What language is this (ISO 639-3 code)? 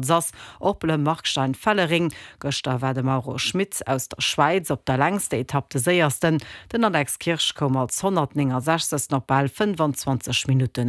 ltz